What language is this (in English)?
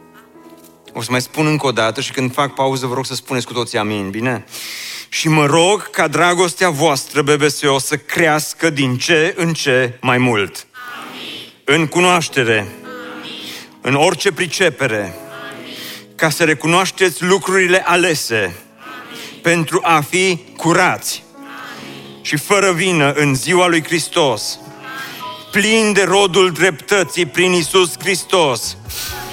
Romanian